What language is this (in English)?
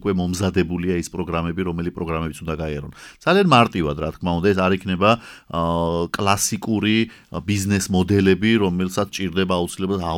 Georgian